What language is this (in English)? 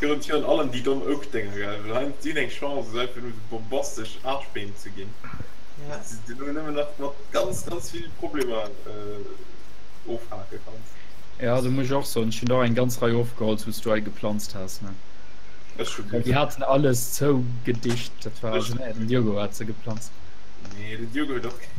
Luxembourgish